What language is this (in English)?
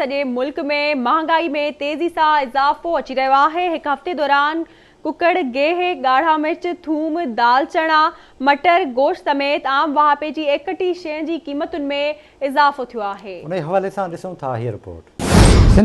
Sindhi